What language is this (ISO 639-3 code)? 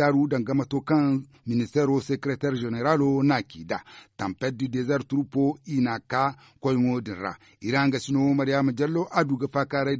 dje